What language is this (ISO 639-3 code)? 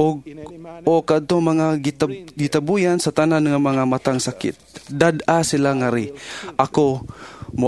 ceb